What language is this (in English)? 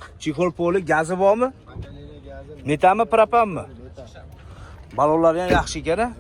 Uzbek